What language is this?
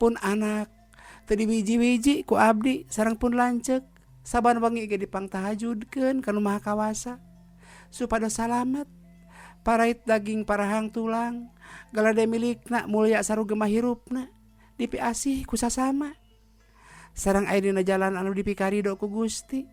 Sundanese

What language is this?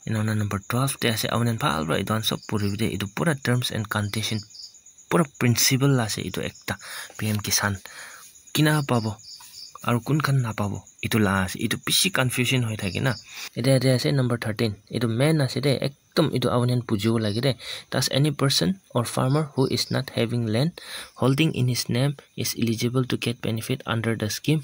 Naga Pidgin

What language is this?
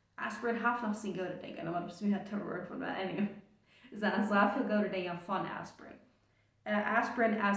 Plautdietsch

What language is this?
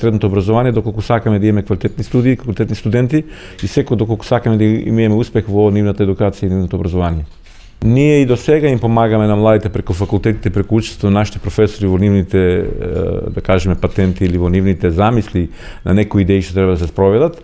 Macedonian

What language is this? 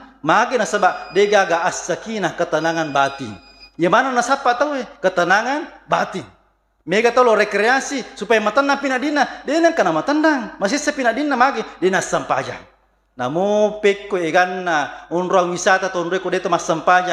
Buginese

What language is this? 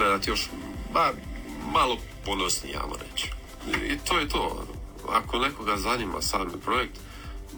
Croatian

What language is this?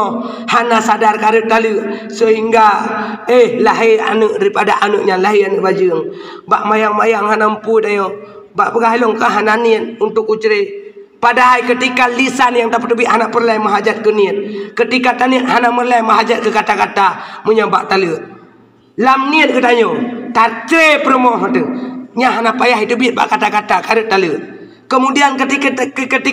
Achinese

